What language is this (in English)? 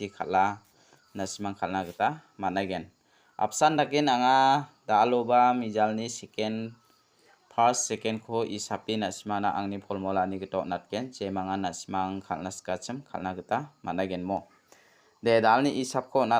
Garo